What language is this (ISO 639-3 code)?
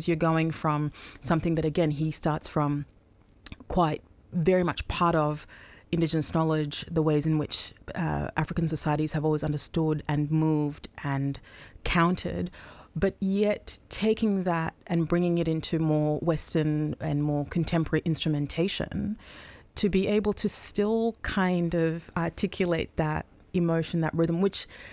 eng